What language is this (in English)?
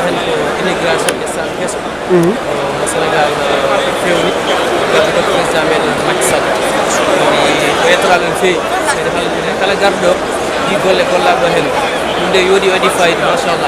Fula